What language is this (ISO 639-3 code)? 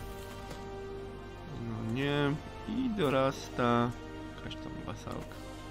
pol